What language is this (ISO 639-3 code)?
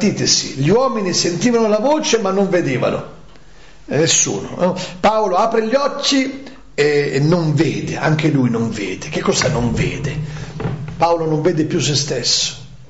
ita